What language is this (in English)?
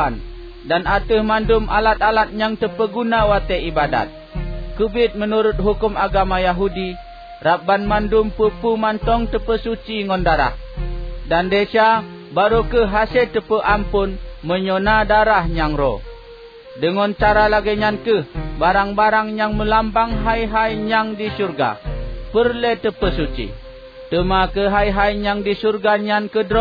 Achinese